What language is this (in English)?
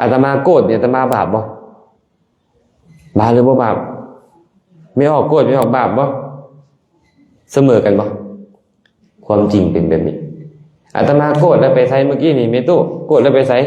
Lao